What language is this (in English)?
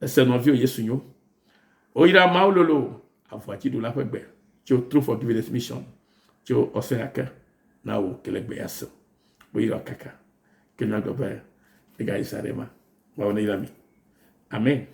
Ewe